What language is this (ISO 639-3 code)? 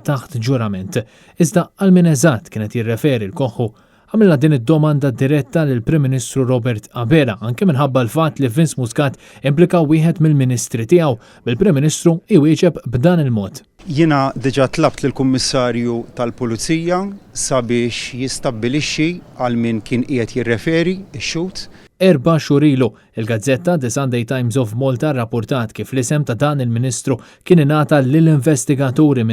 mlt